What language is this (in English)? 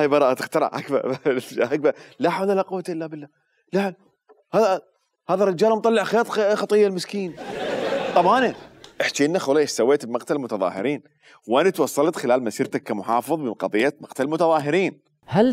Mesopotamian Arabic